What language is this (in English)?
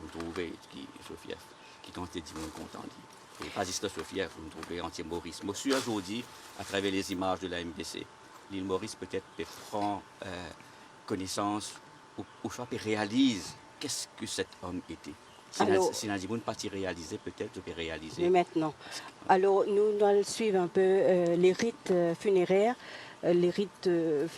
Morisyen